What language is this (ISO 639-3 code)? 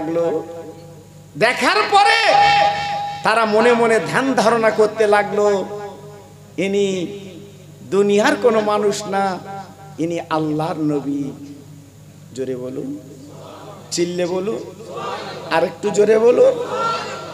ben